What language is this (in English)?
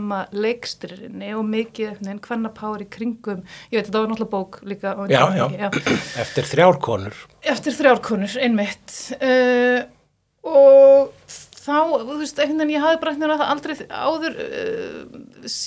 Icelandic